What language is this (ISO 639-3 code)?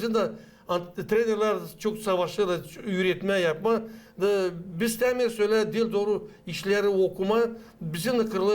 gag